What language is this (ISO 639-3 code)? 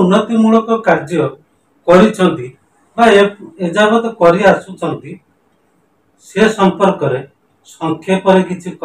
ori